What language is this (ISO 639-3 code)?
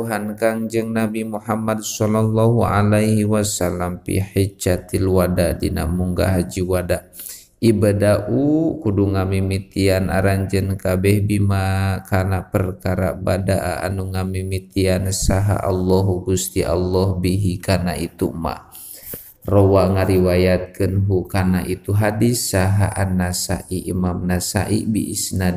sun